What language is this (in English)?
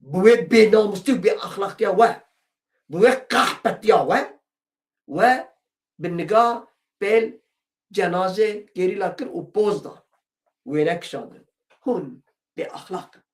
Kurdish